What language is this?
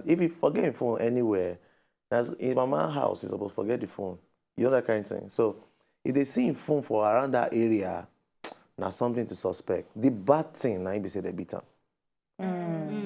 Nigerian Pidgin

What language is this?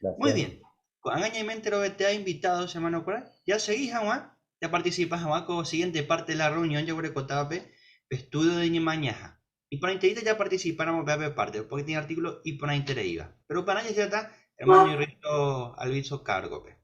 Guarani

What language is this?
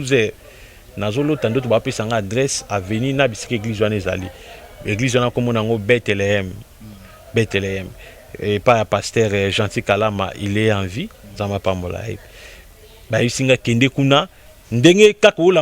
Lingala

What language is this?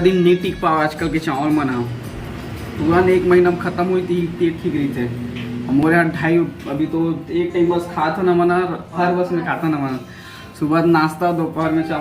Chhattisgarhi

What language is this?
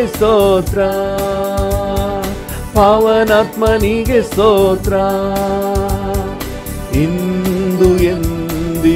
Kannada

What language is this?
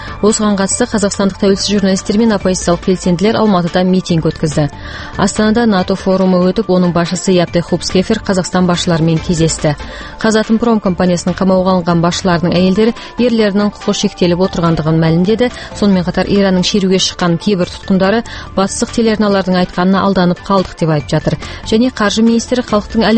Kazakh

